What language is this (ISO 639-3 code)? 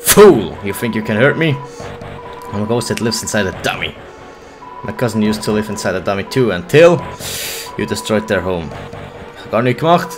gsw